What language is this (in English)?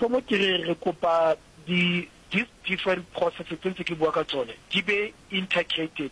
Northern Sotho